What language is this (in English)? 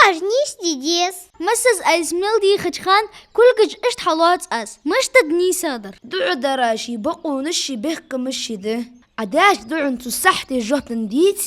Ingush